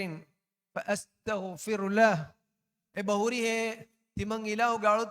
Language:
Divehi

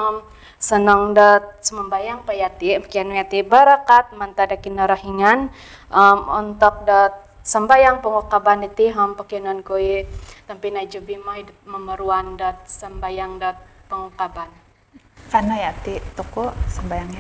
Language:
Central Dusun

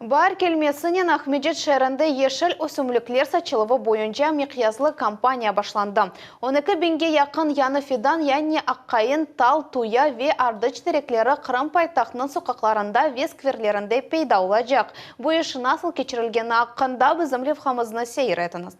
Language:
Crimean Tatar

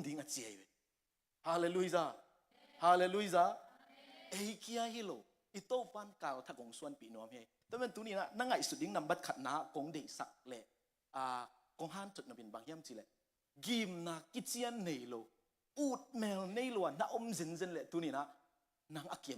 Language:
Tedim Chin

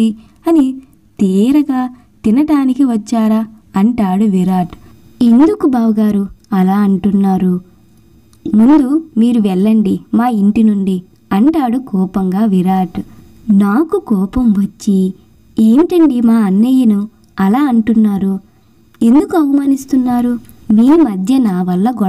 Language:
Telugu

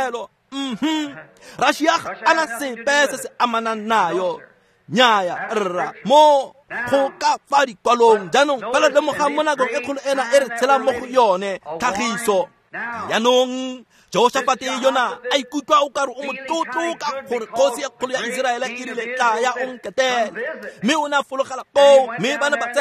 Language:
Tswana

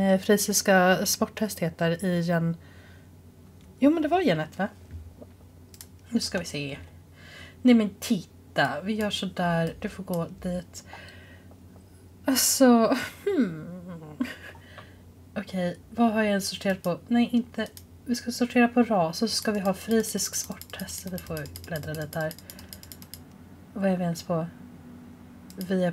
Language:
Swedish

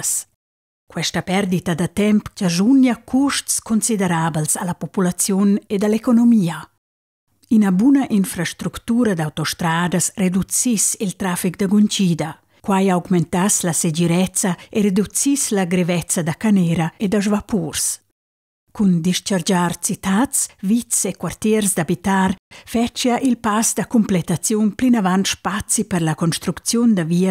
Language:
Romansh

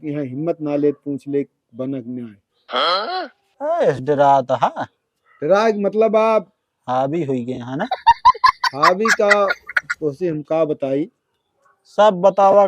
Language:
Awadhi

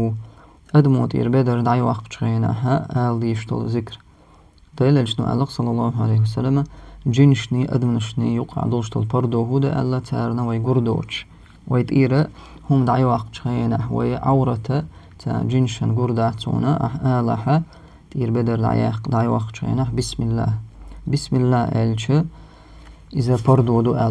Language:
Chechen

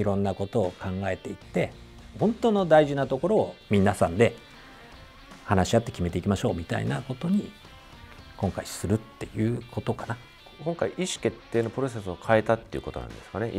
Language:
Japanese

